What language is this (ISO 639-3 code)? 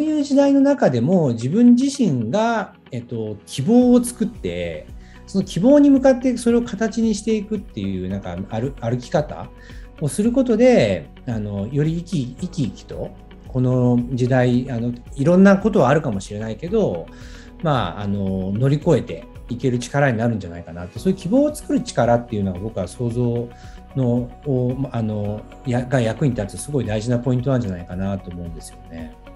jpn